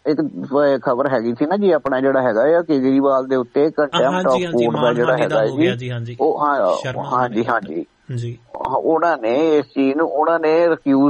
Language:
Punjabi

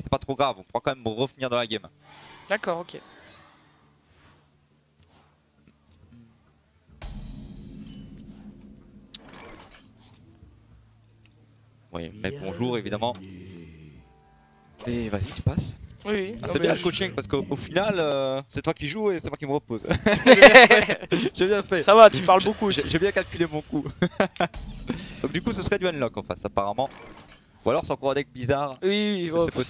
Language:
French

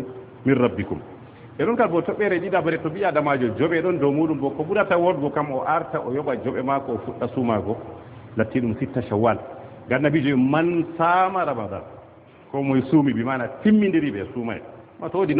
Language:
Fula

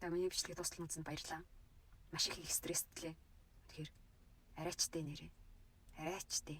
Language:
Mongolian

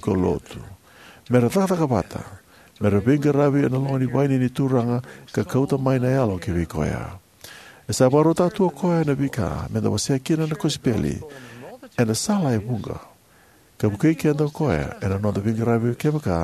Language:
Fijian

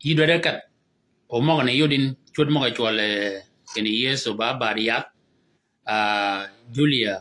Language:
Shilluk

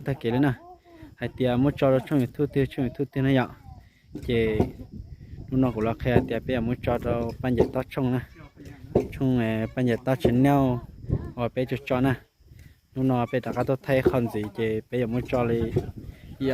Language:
Hmong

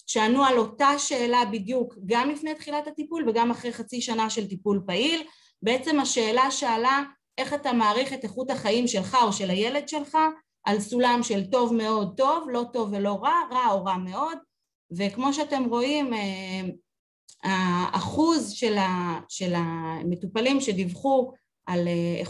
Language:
Hebrew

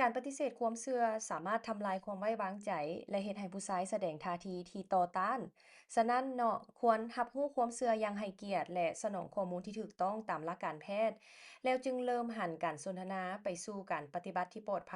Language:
Lao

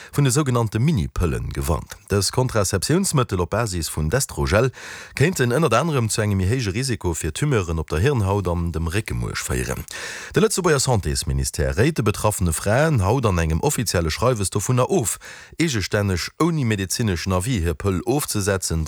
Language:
Luxembourgish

